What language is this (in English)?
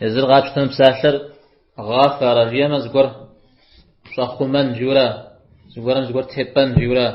Kabardian